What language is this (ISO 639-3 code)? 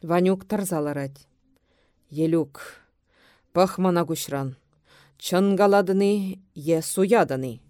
chv